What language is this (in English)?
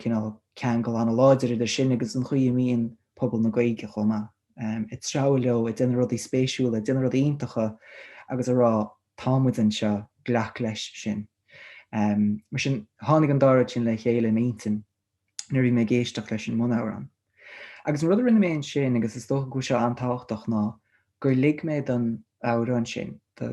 Irish